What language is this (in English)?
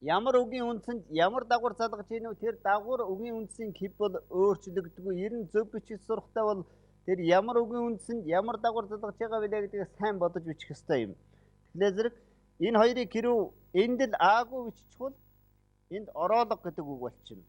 Mongolian